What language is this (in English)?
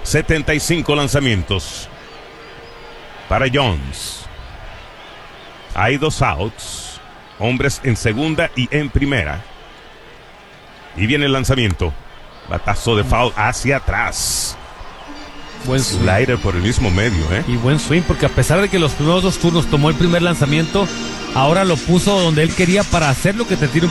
Spanish